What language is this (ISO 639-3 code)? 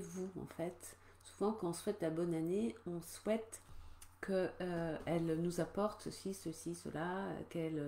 fra